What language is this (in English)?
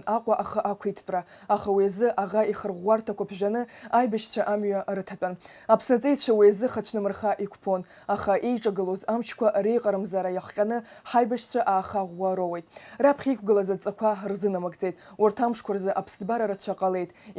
Abkhazian